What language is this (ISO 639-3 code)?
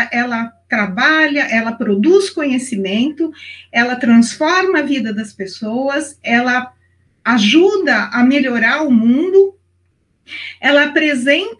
por